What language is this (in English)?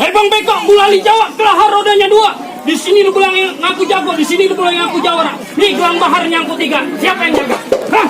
Betawi